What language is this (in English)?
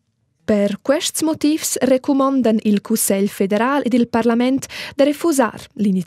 Romansh